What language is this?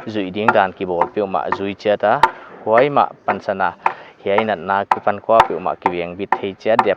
Paite Chin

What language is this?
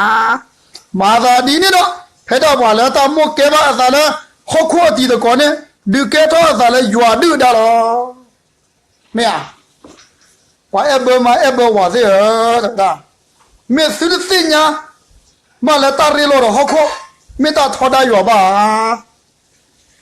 S'gaw Karen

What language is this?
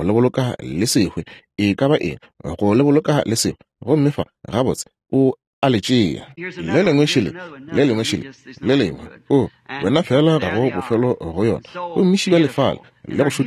Northern Sotho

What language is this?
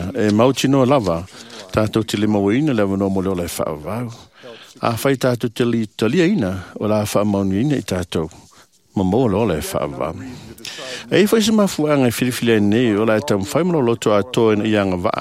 Samoan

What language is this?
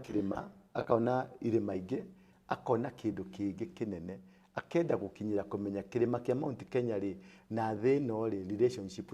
Kikuyu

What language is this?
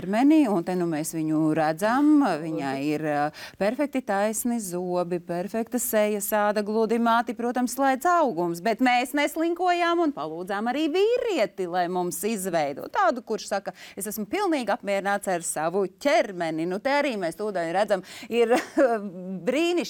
Latvian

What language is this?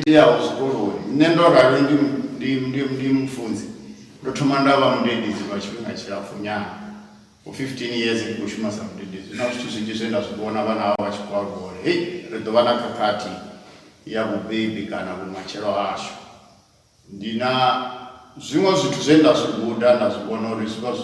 Venda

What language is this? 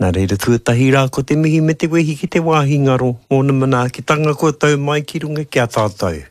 Māori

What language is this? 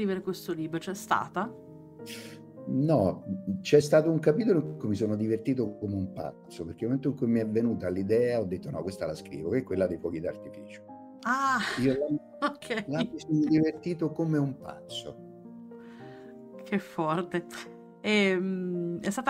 Italian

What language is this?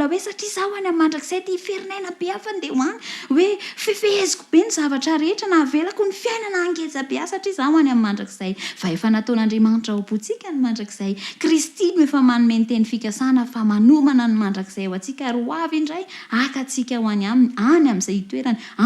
Malagasy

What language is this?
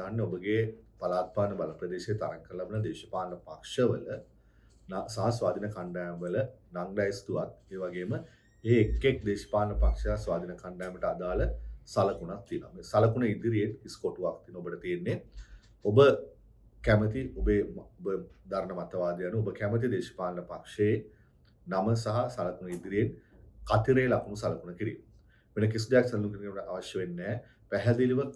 Sinhala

